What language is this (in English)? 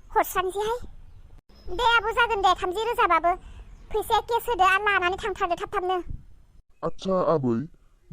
Bodo